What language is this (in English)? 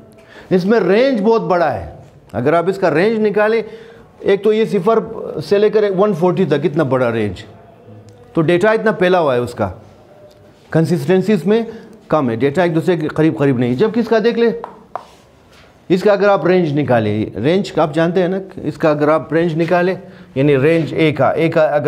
Hindi